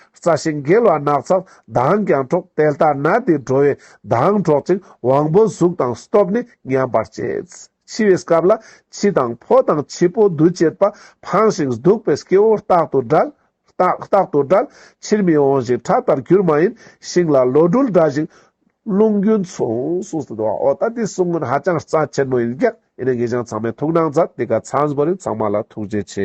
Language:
Ladakhi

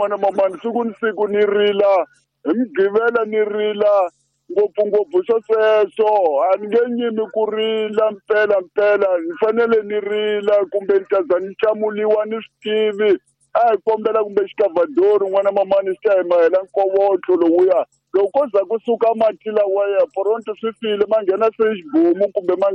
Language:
Tsonga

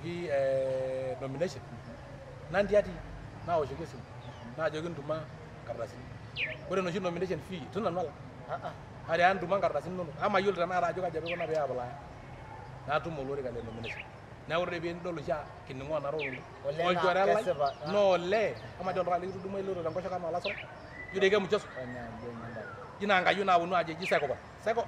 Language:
Masai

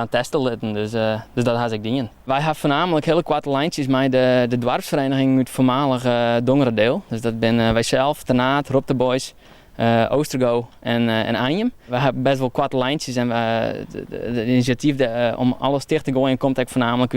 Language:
Western Frisian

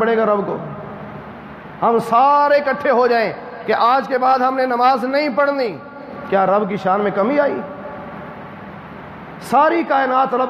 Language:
Urdu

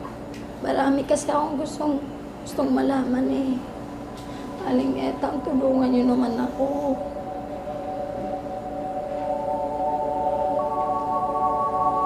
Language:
Filipino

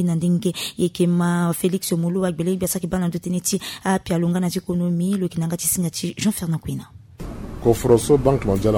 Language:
Sango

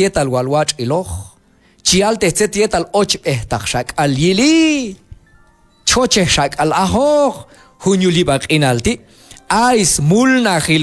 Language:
Q'anjob'al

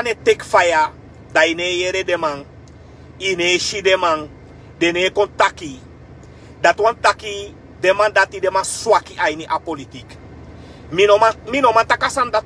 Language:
Sranan Tongo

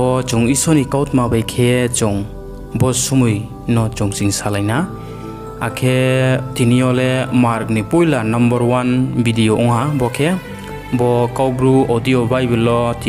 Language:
Riang (India)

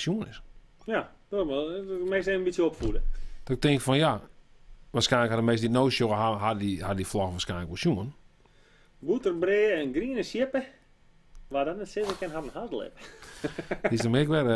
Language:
Western Frisian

